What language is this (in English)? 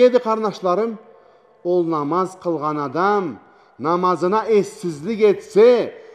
Karachay-Balkar